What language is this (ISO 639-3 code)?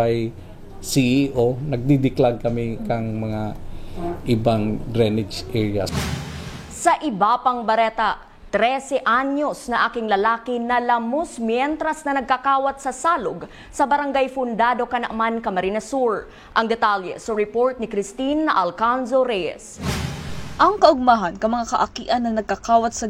bik